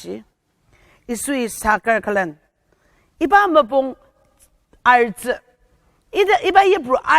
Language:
Ao Naga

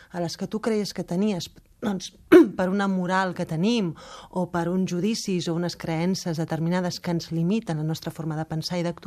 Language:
Catalan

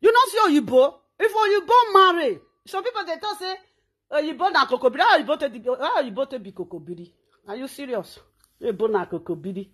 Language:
Nigerian Pidgin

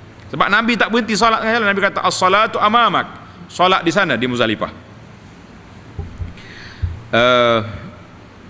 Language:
Malay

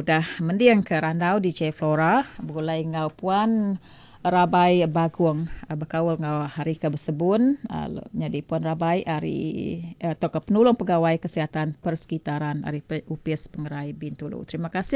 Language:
Iban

